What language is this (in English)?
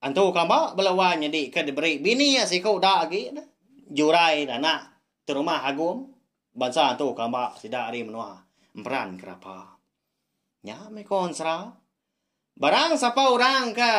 Iban